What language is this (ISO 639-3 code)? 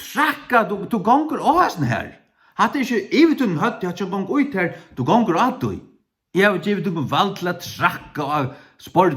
fao